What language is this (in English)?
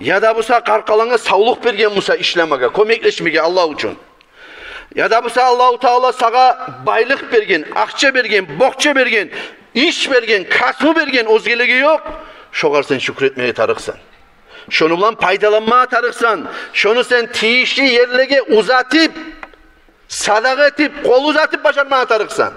Kumyk